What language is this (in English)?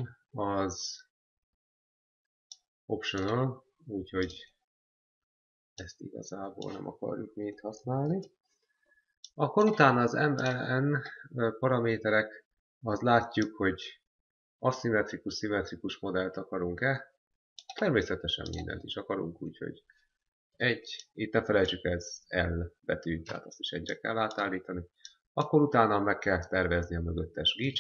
Hungarian